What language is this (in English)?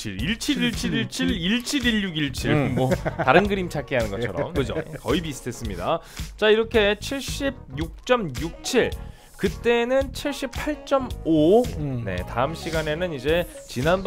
Korean